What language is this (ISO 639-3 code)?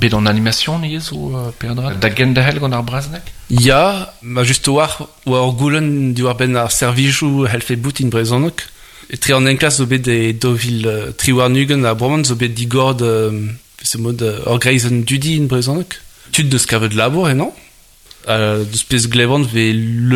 bre